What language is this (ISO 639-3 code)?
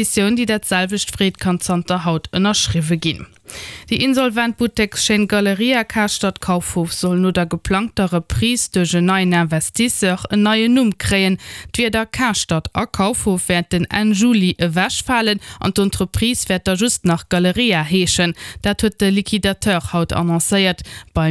ltz